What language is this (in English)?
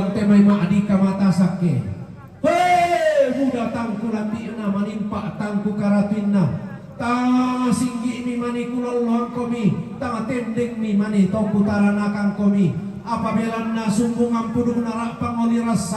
Toraja-Sa'dan